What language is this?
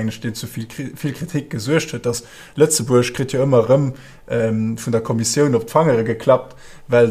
Luxembourgish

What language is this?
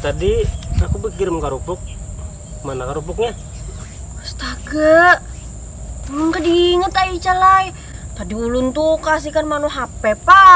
Banjar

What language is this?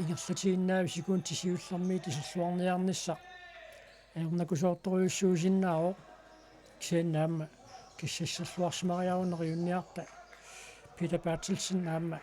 Kalaallisut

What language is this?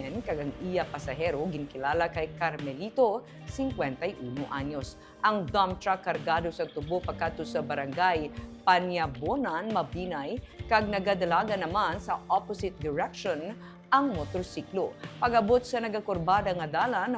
Hiligaynon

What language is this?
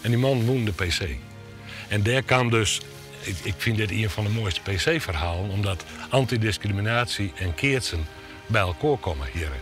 Western Frisian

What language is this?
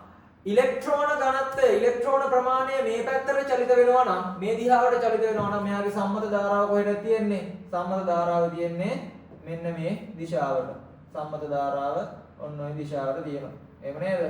Sinhala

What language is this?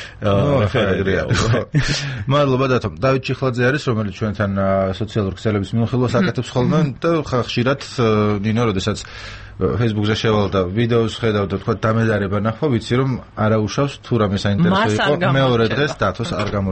Georgian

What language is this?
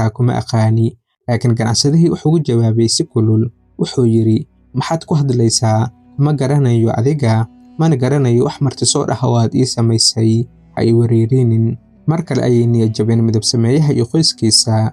Somali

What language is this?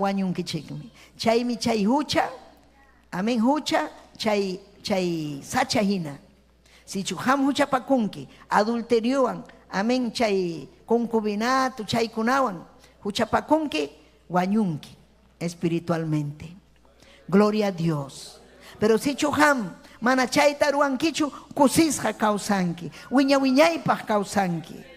Ayacucho Quechua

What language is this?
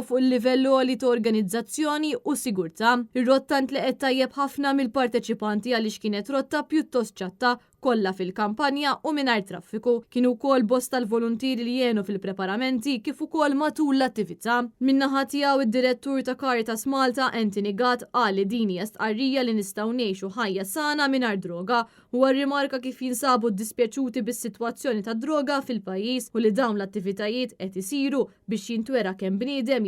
Maltese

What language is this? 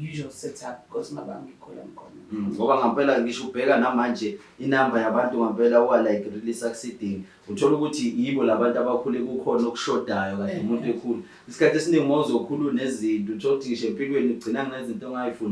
Zulu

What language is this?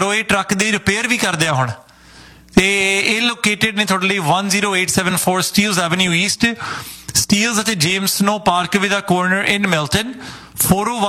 Punjabi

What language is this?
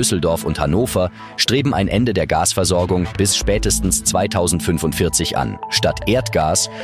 German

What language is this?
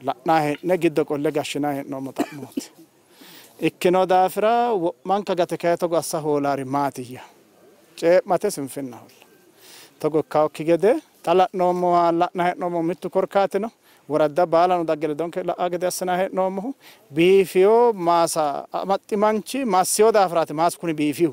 Sidamo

